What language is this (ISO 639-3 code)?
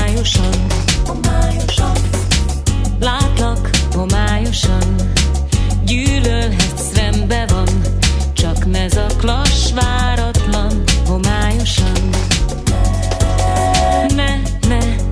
hun